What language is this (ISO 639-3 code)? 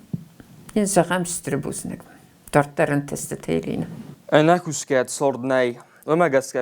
oss